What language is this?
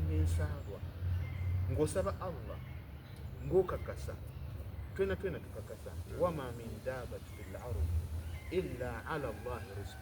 Soga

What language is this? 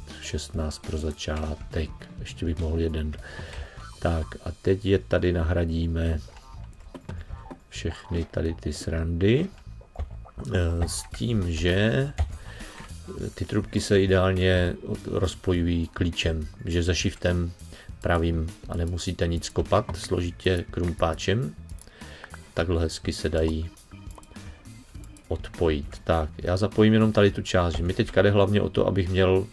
Czech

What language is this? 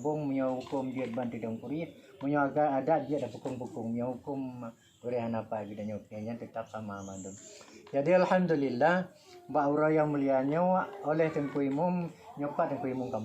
Achinese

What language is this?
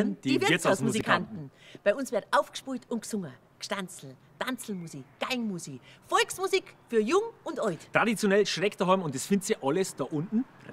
Bavarian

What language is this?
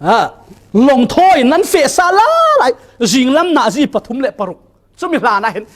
Falam Chin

